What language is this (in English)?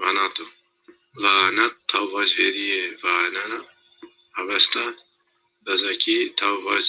Zaza